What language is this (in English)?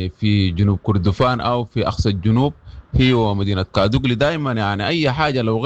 Sudanese Arabic